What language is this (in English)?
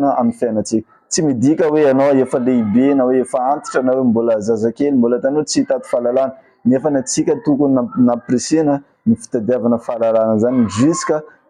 Malagasy